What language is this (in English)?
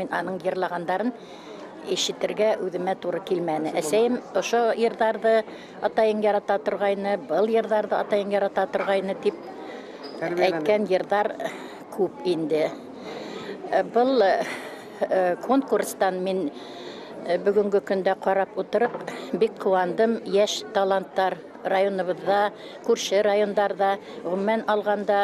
Bashkir